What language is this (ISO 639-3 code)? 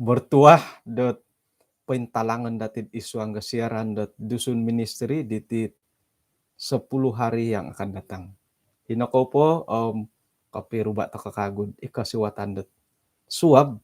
dtp